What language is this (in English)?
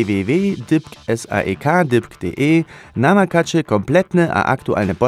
Upper Sorbian